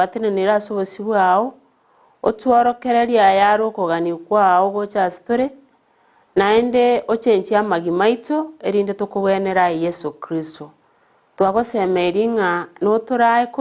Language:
Gusii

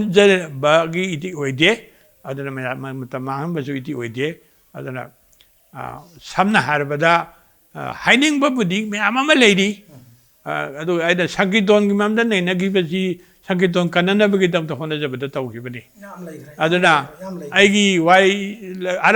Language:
Manipuri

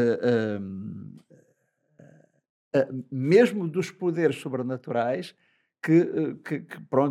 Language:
Portuguese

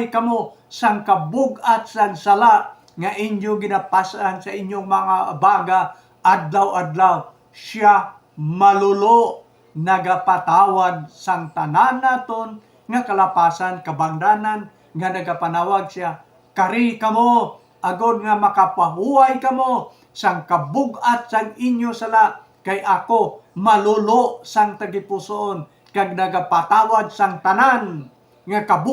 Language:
Hiligaynon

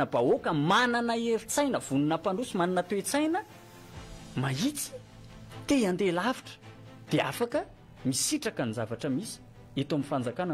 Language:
Malagasy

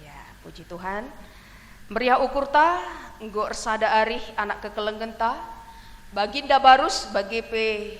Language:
Batak Karo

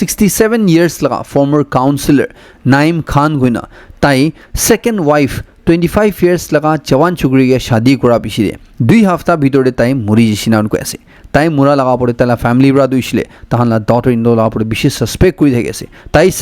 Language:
Naga Pidgin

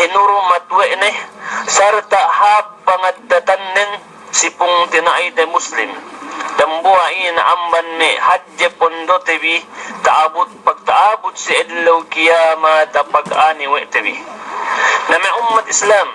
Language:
Yakan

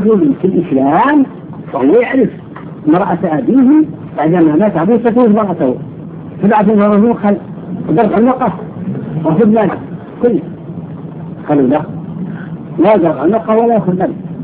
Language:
Arabic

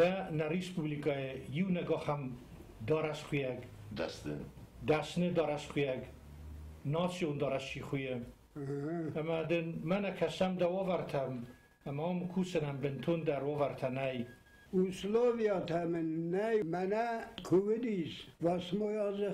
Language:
Ossetic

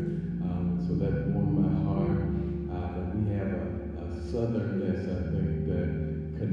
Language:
English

